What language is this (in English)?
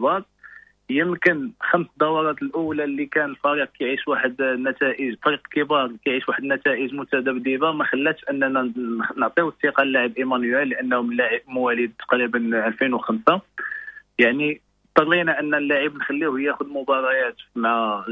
Moroccan Arabic